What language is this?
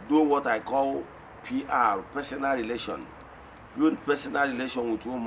Igbo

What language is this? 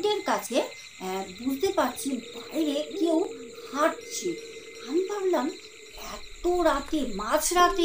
Bangla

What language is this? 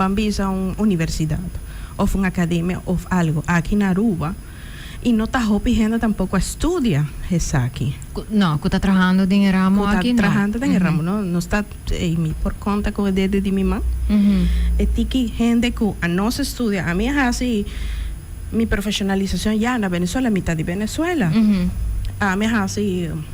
Papiamento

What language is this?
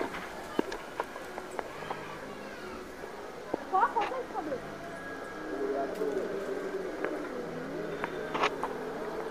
Bangla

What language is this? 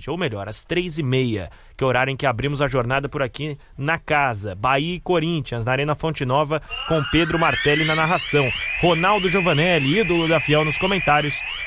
Portuguese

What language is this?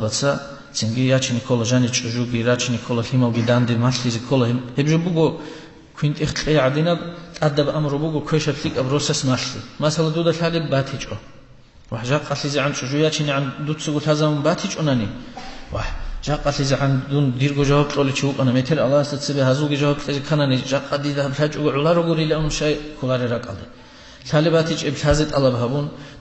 Avaric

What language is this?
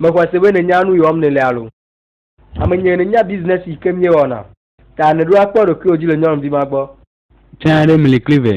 Ewe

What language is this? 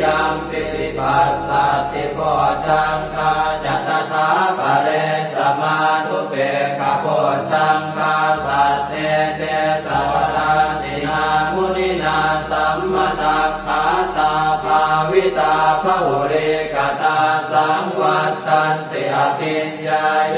Pali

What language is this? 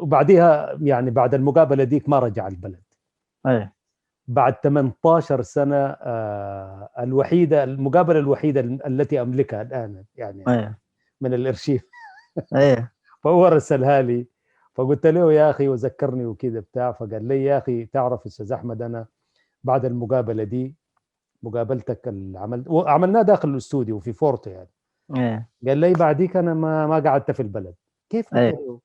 Sudanese Arabic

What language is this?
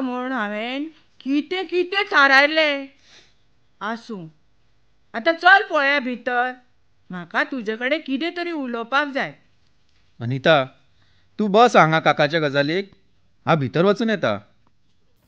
Konkani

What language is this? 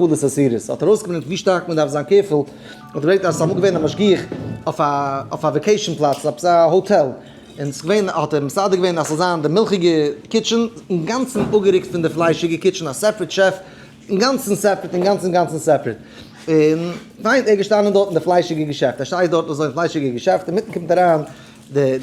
Yiddish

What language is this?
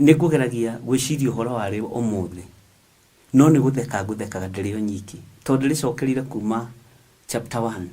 Kikuyu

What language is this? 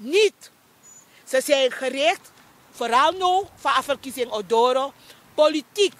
Sranan Tongo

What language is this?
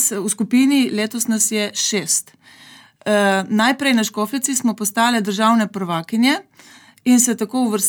Slovenian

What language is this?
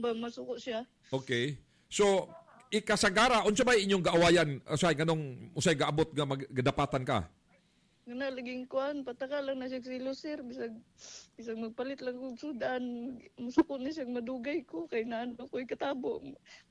Cebuano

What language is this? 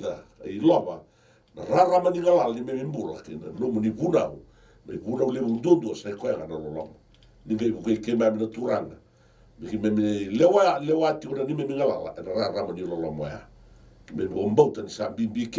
Fijian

